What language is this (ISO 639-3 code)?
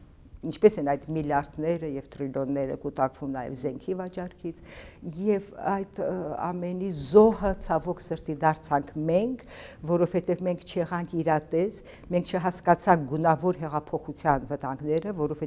hye